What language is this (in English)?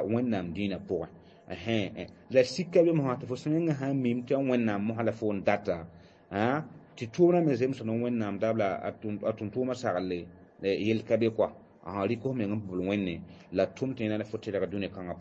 Mossi